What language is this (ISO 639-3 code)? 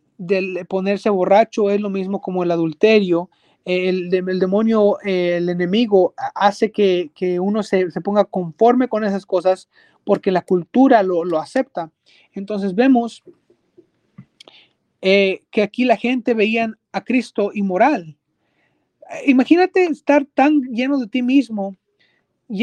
spa